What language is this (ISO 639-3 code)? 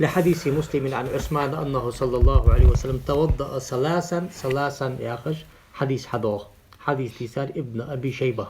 inh